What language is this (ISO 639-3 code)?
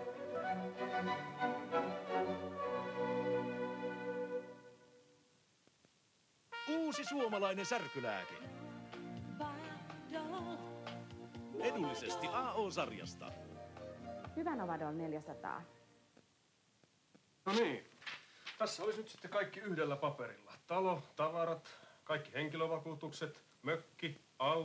fin